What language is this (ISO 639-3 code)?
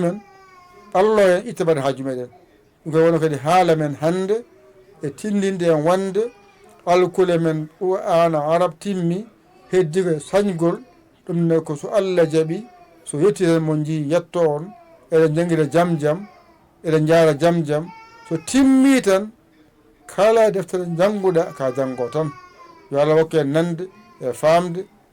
ful